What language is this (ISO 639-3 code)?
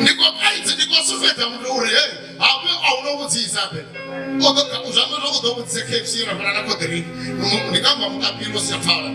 ven